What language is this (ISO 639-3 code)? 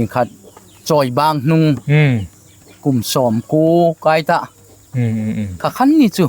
hmr